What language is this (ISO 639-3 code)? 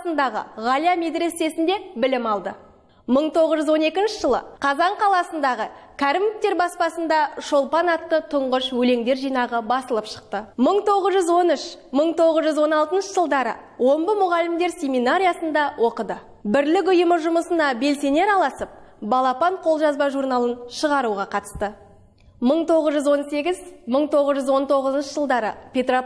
kaz